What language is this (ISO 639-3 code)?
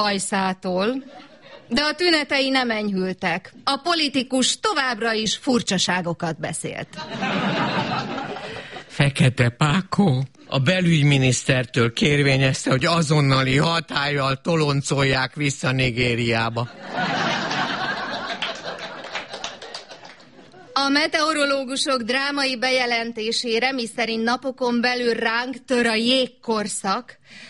hun